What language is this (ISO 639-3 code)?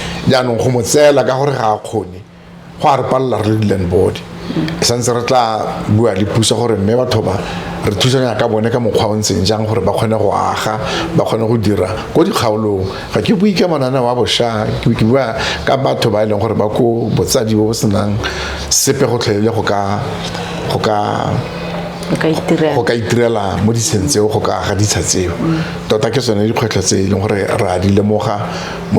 tsn